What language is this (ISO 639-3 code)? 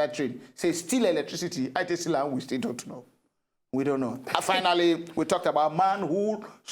pcm